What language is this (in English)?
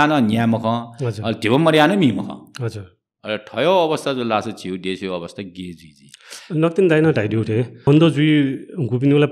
Newari